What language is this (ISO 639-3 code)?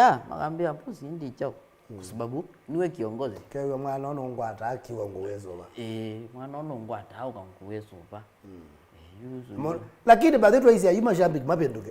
kam